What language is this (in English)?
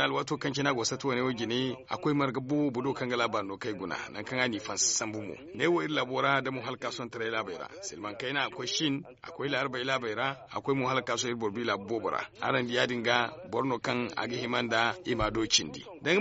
Zarma